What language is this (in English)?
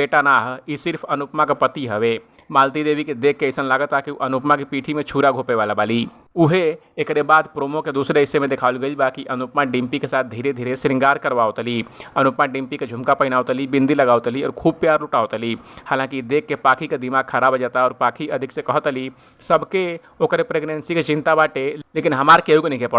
Bhojpuri